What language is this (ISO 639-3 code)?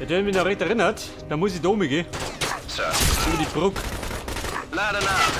bar